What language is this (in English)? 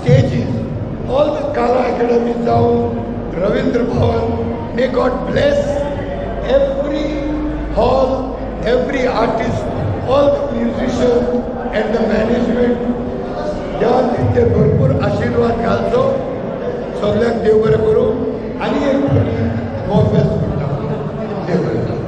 Konkani